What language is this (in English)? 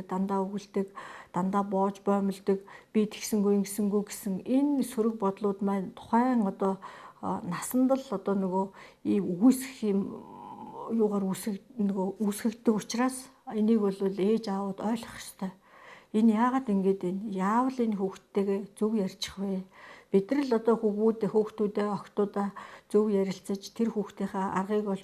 Mongolian